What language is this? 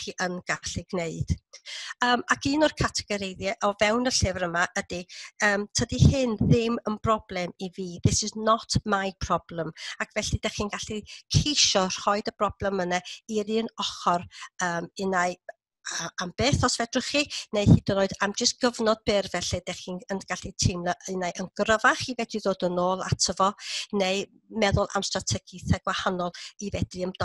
Welsh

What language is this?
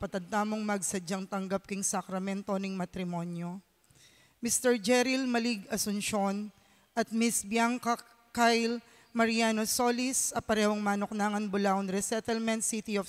Pampanga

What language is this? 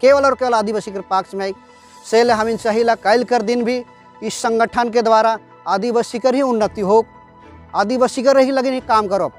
Sadri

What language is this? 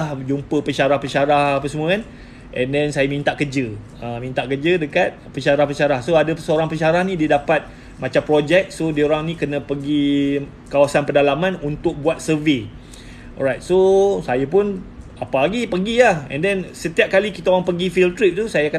Malay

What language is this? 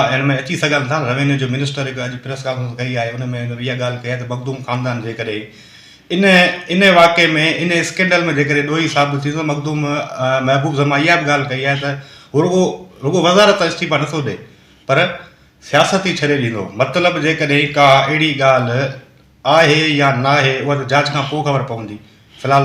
Sindhi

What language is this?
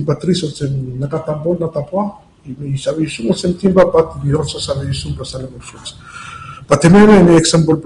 Bislama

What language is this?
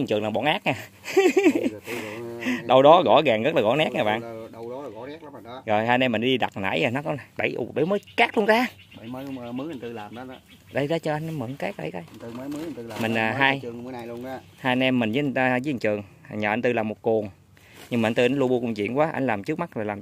Vietnamese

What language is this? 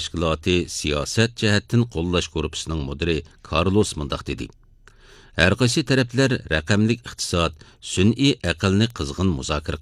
Uyghur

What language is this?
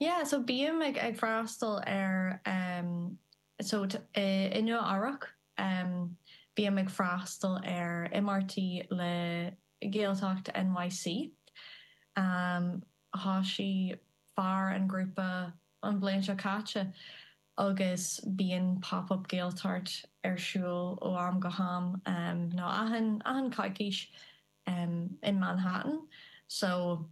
Irish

